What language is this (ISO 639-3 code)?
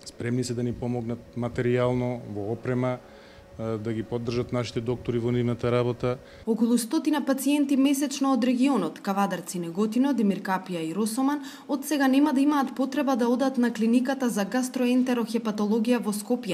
mkd